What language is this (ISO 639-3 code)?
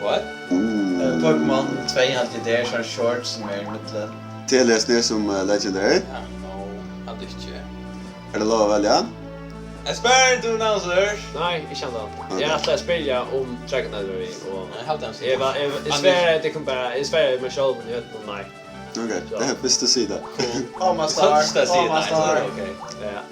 fao